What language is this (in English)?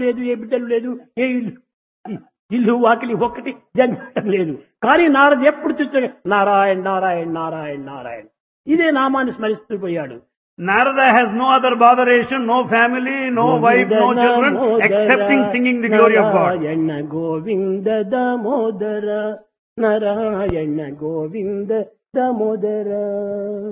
Telugu